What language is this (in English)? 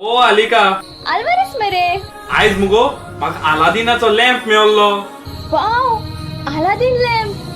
Konkani